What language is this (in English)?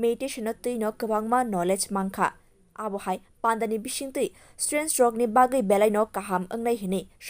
Kok Borok